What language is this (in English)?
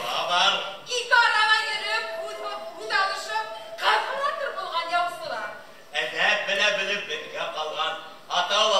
Bashkir